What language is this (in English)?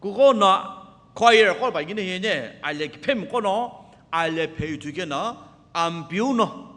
Sumi Naga